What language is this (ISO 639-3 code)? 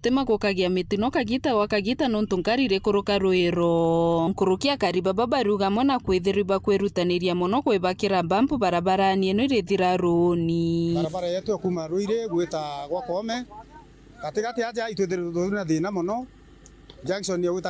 mer